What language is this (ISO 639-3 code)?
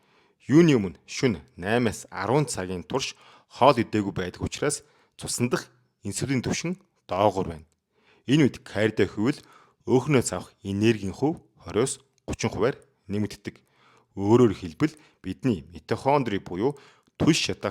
mon